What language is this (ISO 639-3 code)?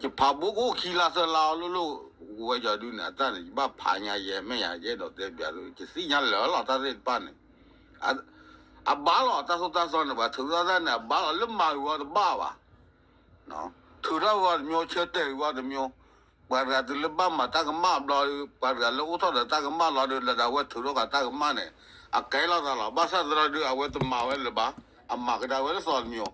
ksw